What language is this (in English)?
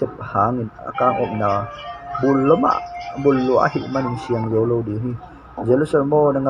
Tedim Chin